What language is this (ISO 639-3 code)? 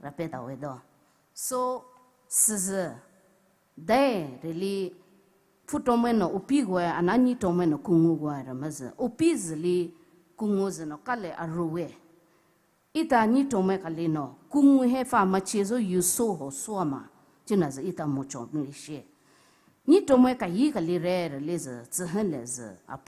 pmx